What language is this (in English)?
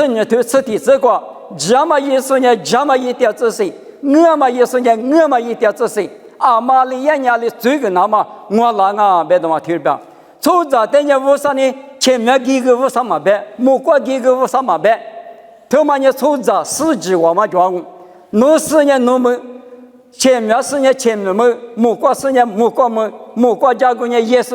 Lisu